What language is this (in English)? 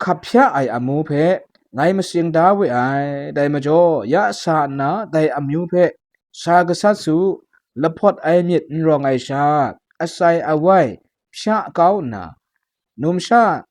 Kachin